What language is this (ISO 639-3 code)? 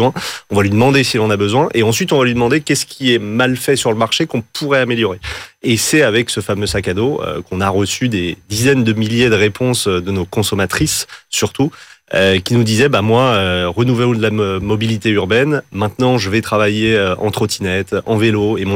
fra